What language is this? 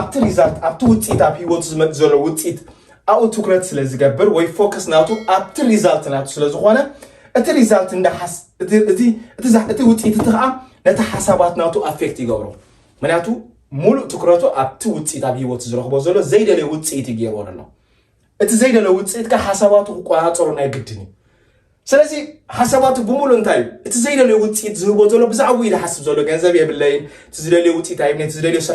Tigrinya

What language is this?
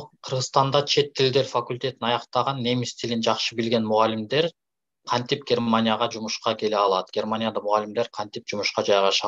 Kyrgyz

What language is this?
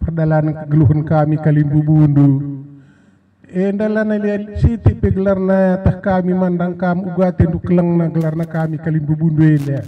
Batak Karo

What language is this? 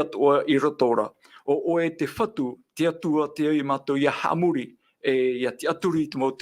Tahitian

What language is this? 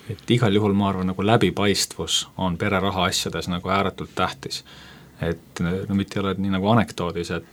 Estonian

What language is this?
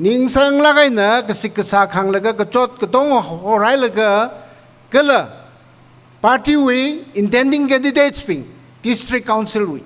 Tangkhul Naga (India)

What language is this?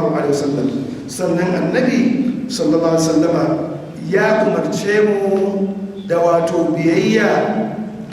Hausa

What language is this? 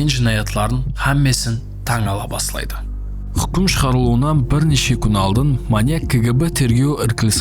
Kara-Kalpak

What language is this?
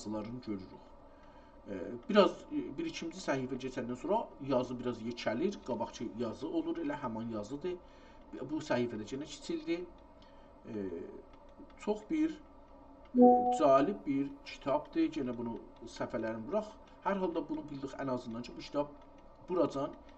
South Azerbaijani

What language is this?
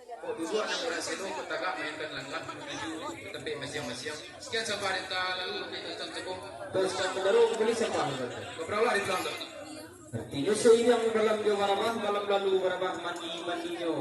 Minangkabau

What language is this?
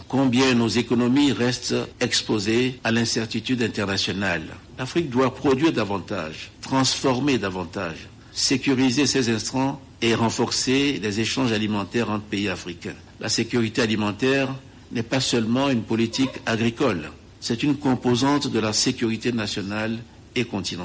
French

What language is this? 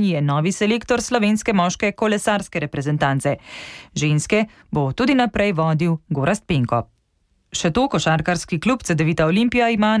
Slovenian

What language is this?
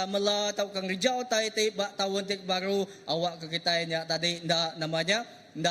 Iban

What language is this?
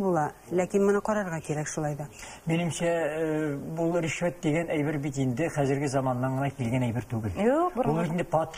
Tatar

